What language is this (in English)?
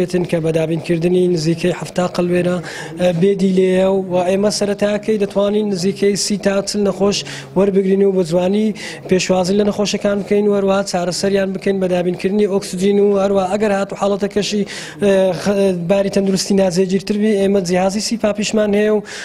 Central Kurdish